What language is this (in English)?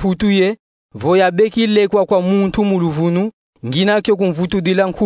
Kongo